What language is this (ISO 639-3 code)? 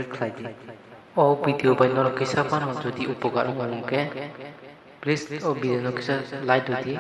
trp